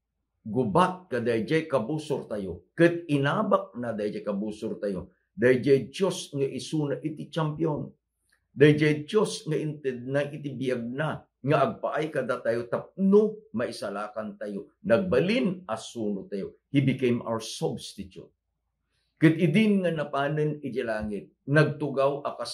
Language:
Iloko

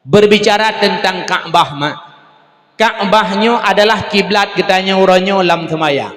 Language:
Achinese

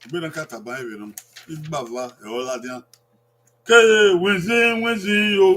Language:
Bini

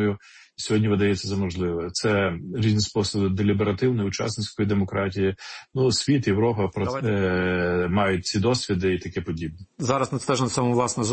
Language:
Ukrainian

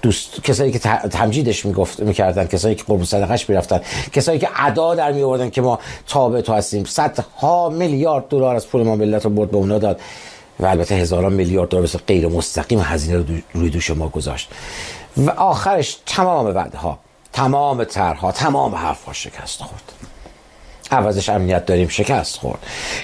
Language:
Persian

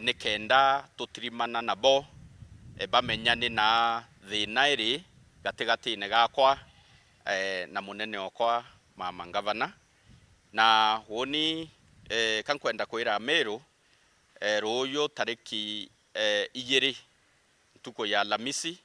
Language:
Meru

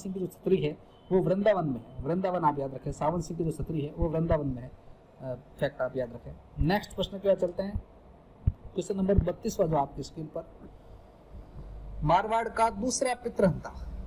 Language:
Hindi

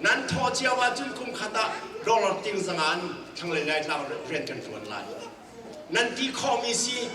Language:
Hakha Chin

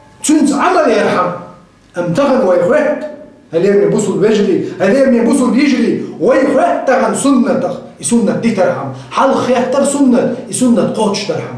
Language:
Chechen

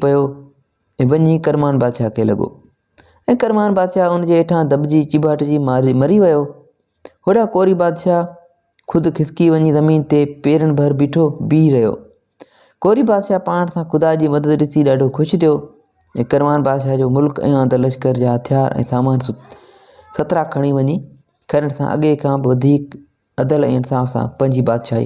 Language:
Sindhi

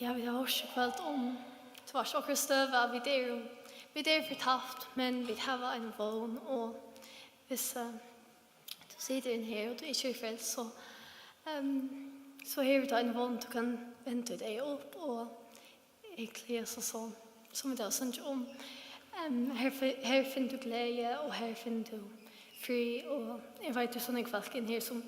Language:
Faroese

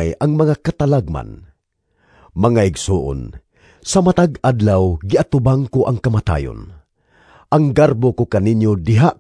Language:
Cebuano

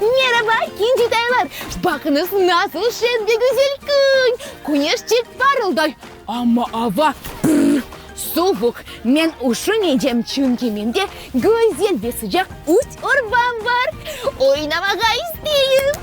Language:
Crimean Tatar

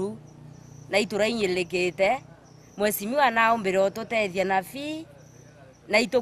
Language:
Meru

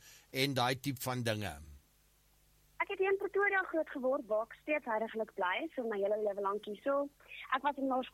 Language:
Afrikaans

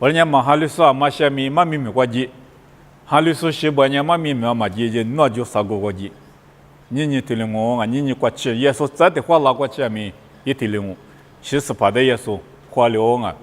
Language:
Lisu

